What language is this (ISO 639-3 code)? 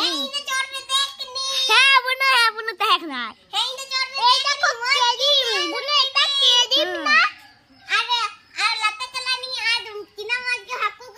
sat